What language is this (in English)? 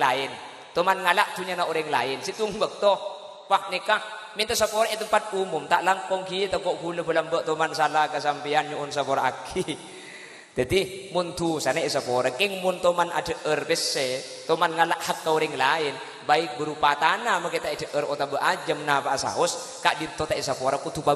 Madurese